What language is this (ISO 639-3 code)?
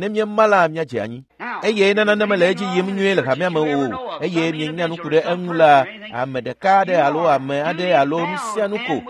ewe